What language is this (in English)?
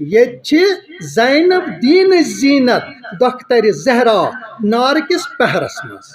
Kashmiri